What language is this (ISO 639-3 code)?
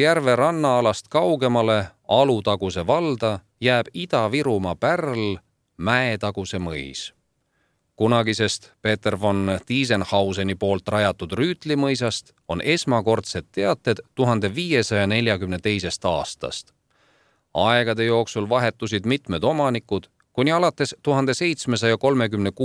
est